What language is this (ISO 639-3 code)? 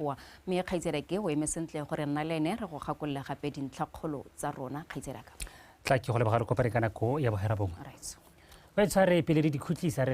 tsn